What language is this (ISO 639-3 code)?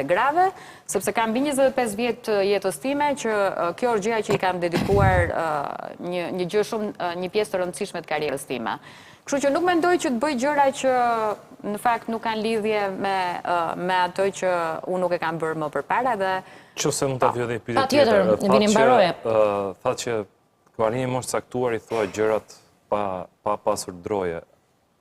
sqi